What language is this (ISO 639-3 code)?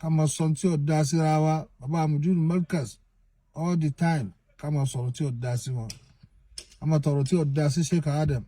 yor